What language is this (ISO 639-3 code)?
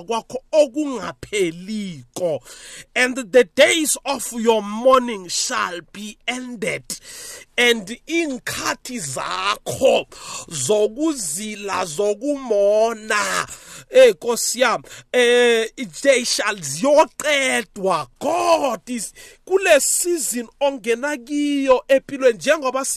nbl